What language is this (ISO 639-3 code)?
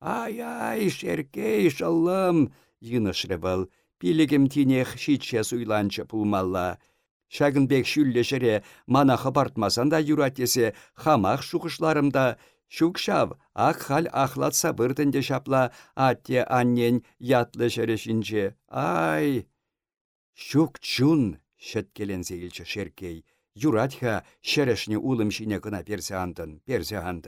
chv